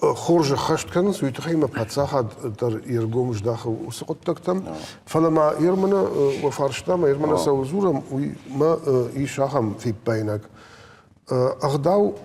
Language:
Ossetic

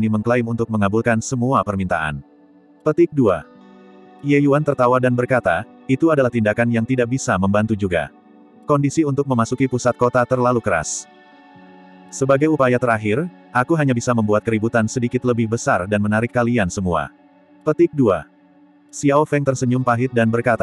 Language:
Indonesian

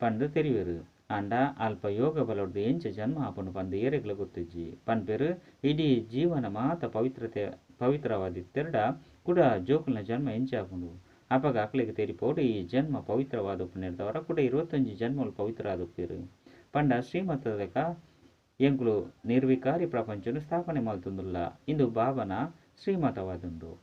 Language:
Tulu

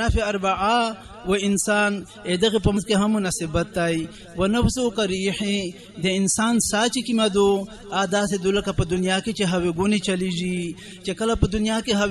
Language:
Pashto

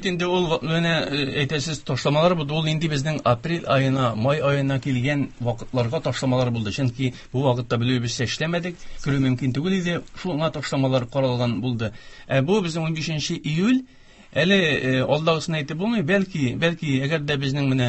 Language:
Tatar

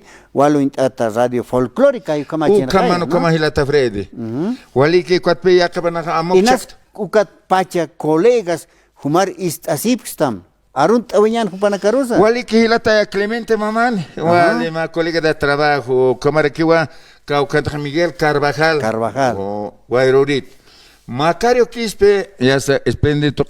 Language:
Aymara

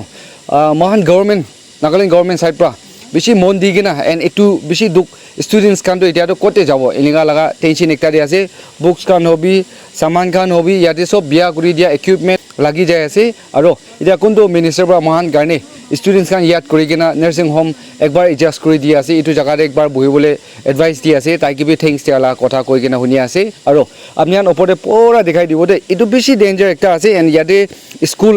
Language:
Naga Pidgin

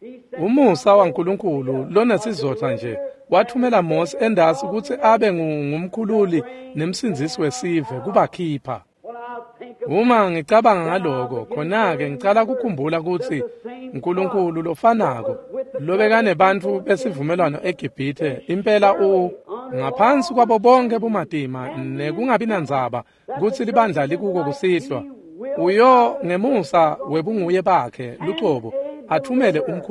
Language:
Swati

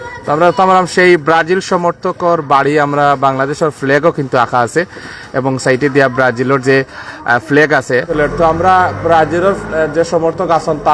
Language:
Sylheti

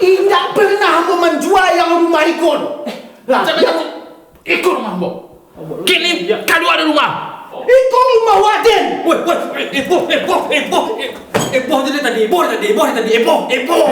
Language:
Minangkabau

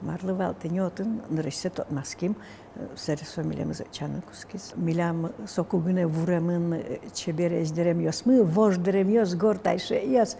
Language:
Udmurt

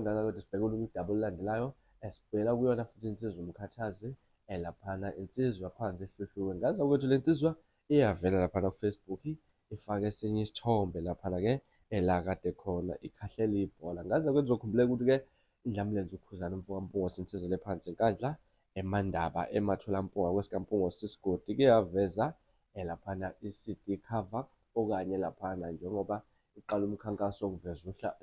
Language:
Zulu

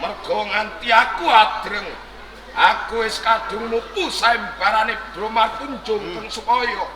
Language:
Javanese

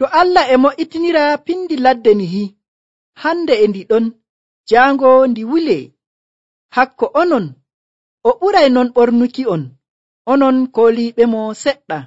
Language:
Nigerian Fulfulde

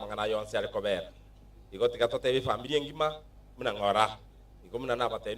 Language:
Gusii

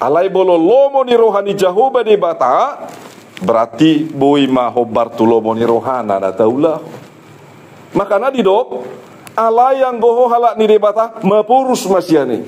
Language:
Batak Toba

